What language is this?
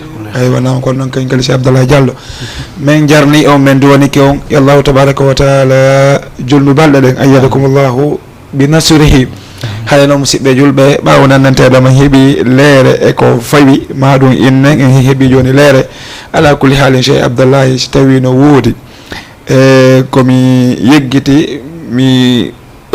Fula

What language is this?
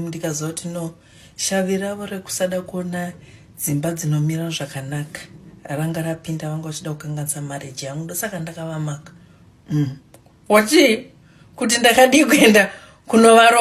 Shona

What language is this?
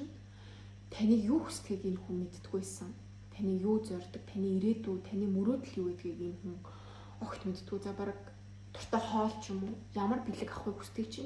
Mongolian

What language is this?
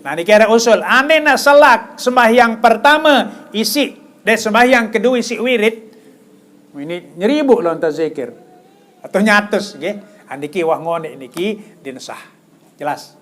Sasak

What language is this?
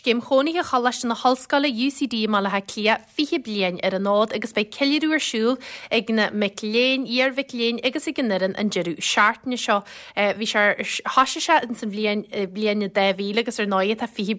Irish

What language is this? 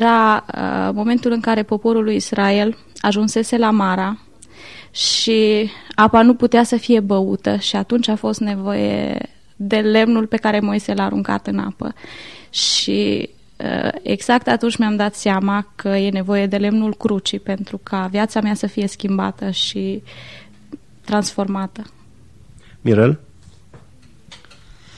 Romanian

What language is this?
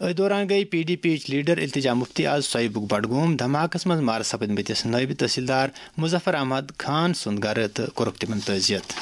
Kashmiri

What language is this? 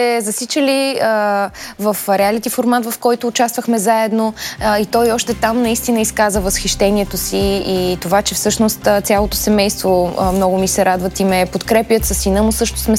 Bulgarian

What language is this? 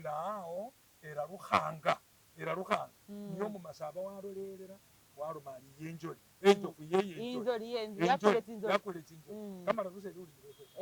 Masaaba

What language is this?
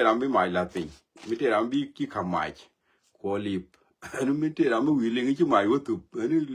Nuer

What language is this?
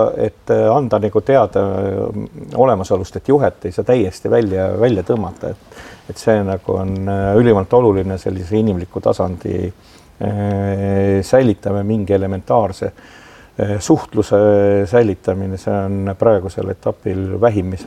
Estonian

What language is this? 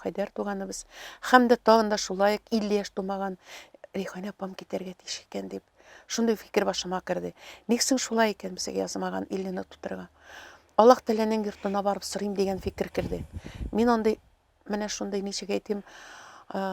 Tatar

